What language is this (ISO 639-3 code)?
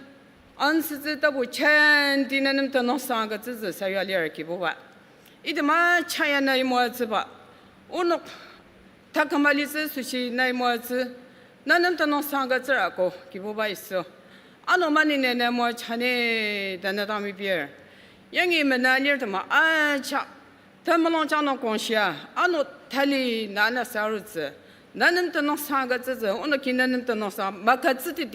njo